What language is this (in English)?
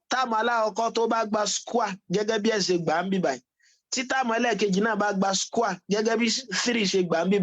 Yoruba